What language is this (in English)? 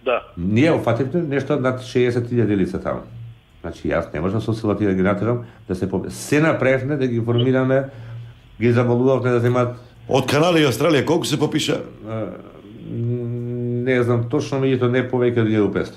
Macedonian